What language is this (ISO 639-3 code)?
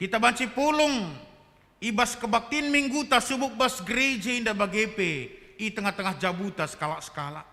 btx